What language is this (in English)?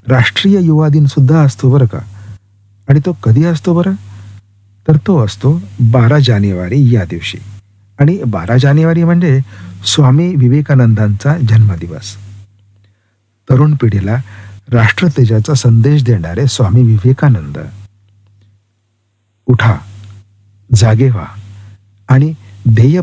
Marathi